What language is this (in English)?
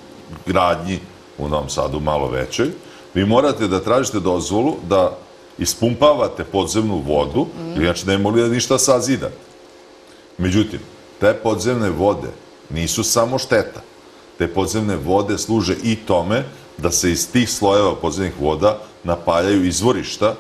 Serbian